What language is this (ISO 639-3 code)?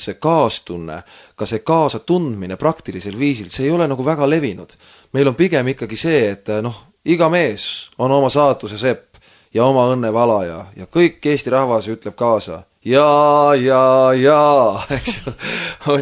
est